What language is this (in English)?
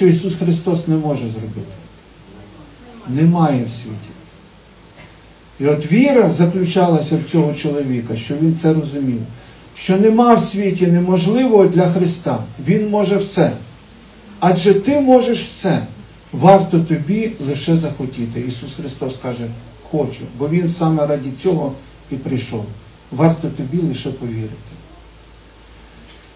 Ukrainian